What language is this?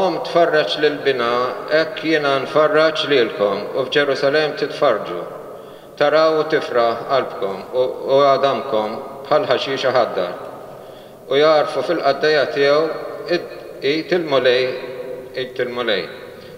Maltese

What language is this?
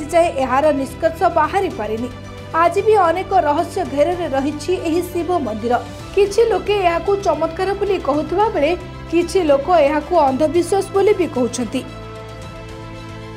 Odia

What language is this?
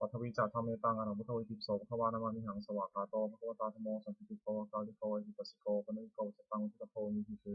Pali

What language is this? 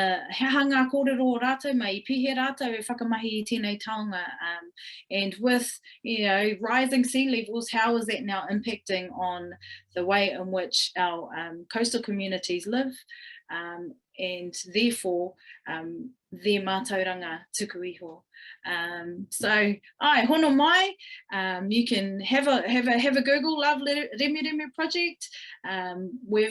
Māori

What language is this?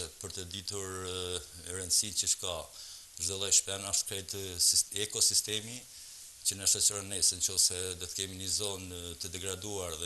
Albanian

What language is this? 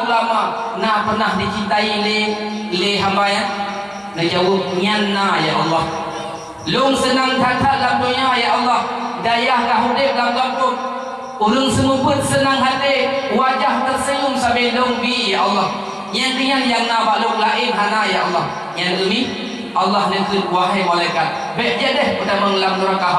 Achinese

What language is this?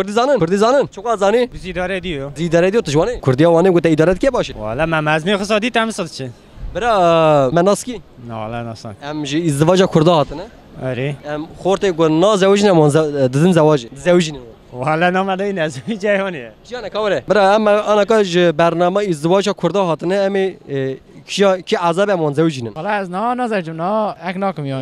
Kurdish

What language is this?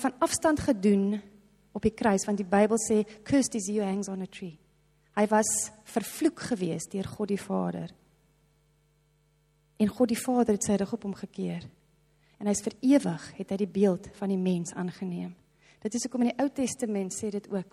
Afrikaans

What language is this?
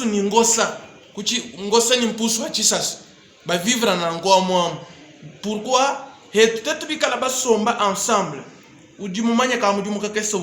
Luba-Lulua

